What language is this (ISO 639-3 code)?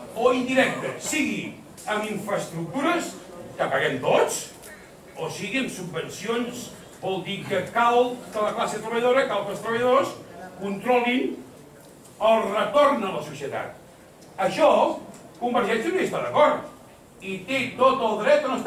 cat